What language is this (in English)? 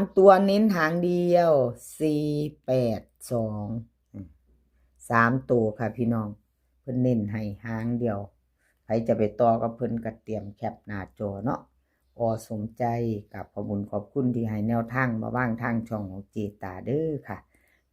Northeastern Thai